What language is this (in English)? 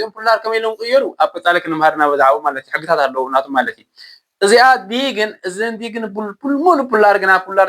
Tigrinya